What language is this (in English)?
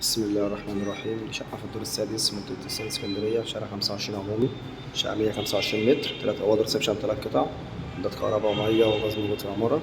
Egyptian Arabic